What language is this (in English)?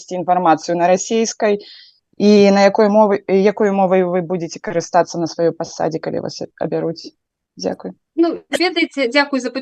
Belarusian